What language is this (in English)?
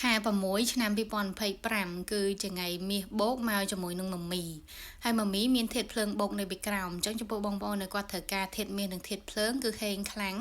Khmer